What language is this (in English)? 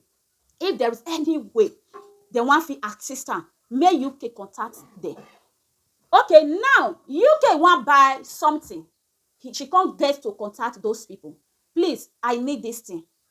Nigerian Pidgin